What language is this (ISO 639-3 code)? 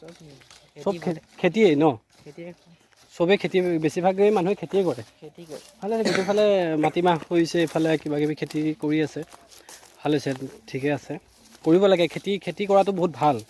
asm